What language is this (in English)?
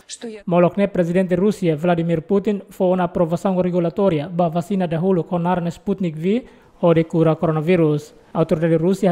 Tetum